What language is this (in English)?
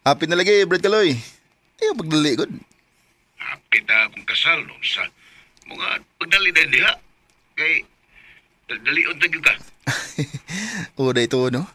Cebuano